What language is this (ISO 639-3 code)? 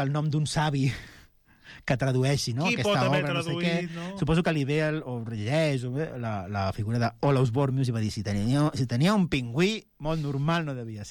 cat